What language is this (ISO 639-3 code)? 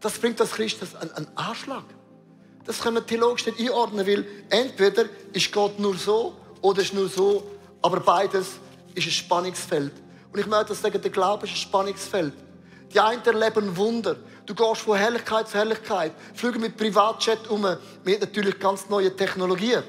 gsw